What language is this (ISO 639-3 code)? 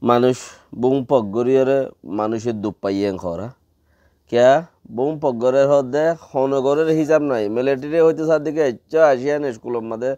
rhg